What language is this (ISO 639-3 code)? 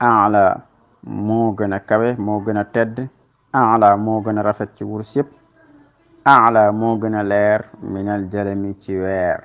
wol